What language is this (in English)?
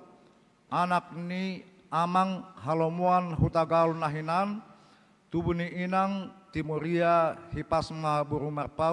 Batak Toba